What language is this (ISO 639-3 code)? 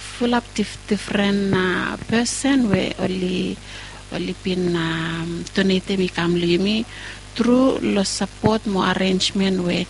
bis